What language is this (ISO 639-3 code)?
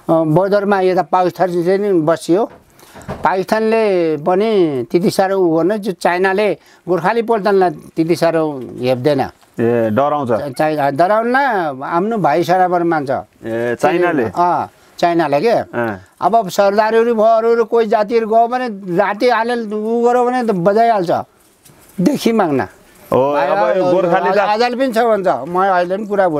nep